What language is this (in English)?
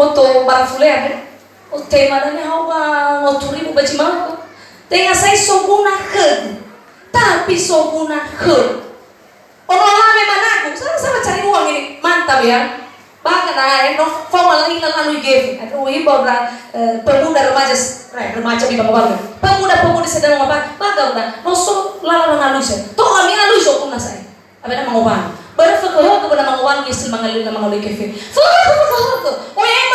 Nias